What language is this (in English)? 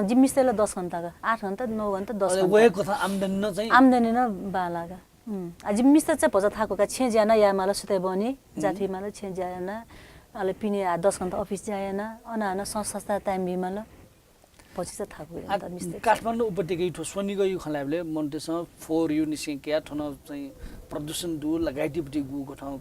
Newari